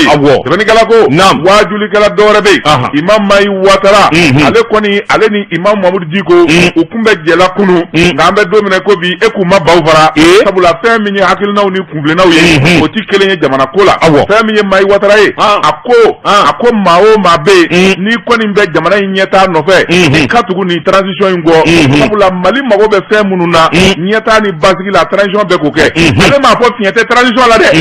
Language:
Bambara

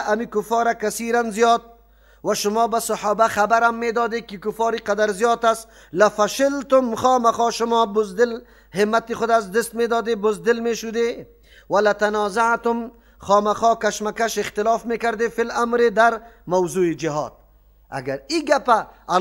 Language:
Persian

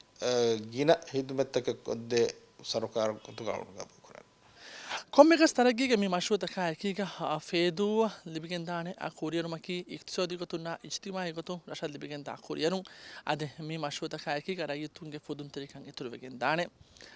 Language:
Divehi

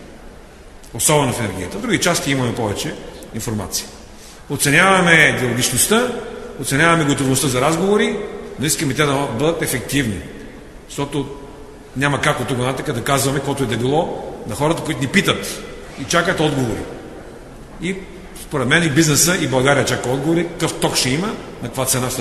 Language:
Bulgarian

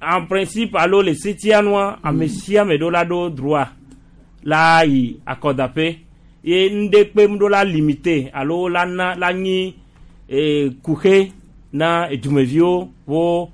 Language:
Gen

